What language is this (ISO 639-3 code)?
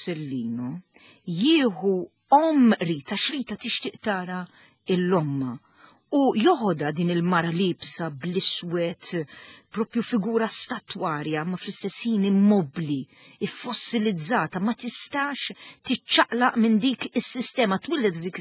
mlt